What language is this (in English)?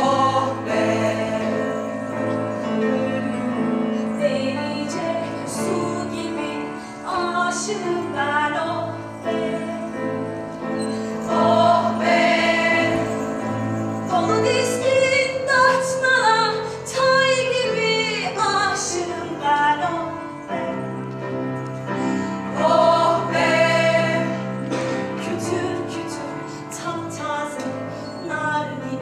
Turkish